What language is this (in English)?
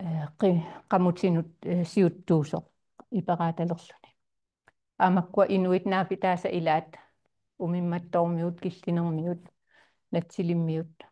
Kalaallisut